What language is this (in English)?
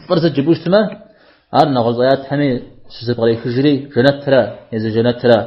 Kabardian